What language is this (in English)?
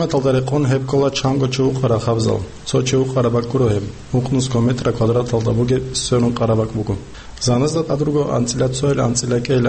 Avaric